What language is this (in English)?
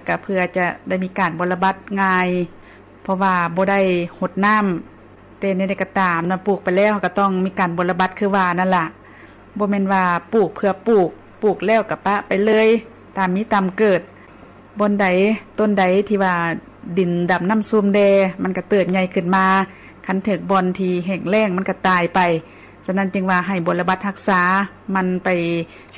Lao